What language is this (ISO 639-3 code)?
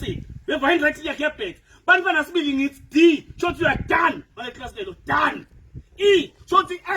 ssw